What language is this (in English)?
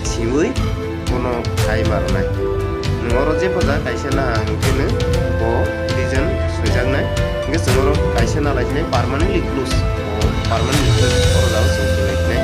Kok Borok